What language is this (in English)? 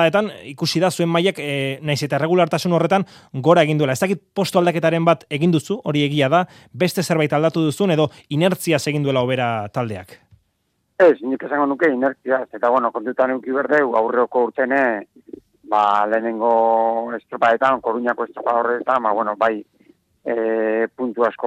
Basque